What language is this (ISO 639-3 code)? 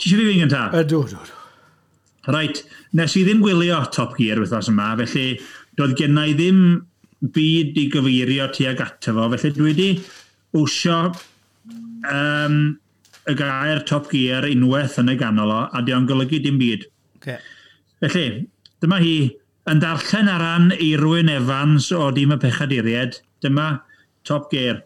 cym